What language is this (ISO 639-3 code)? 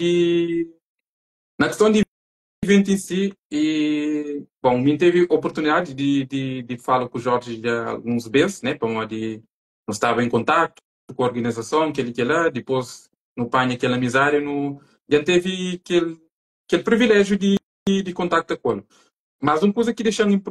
kea